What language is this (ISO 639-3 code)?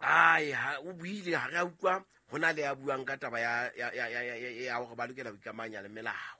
sot